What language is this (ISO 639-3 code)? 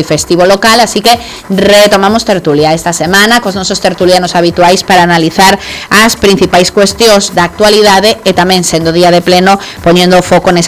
glg